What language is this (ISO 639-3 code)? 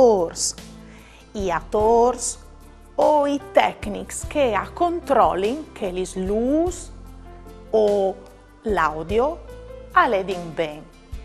fur